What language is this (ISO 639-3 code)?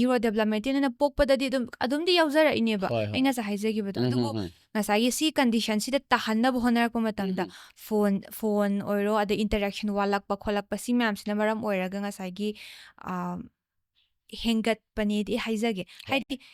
mni